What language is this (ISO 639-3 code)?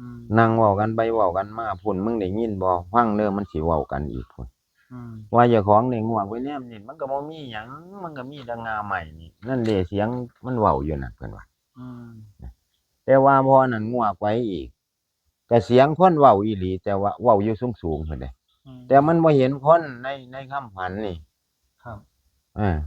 tts